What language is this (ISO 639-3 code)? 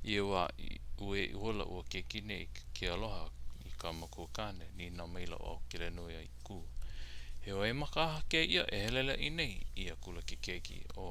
haw